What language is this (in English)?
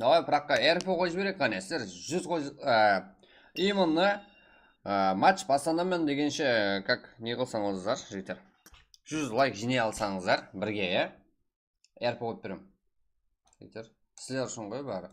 Kara-Kalpak